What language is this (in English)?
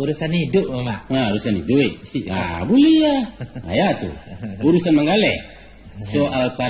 Minangkabau